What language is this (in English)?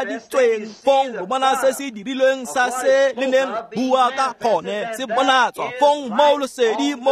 Tswana